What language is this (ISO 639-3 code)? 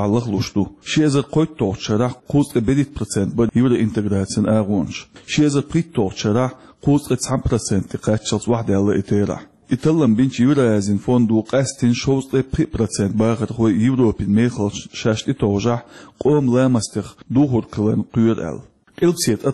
che